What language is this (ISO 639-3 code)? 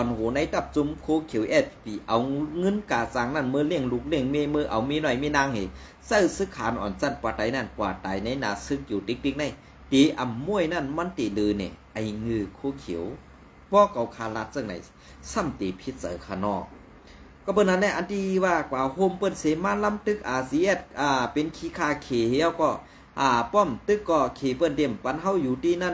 shn